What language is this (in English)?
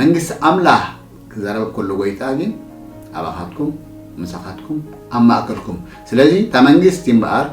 Tigrinya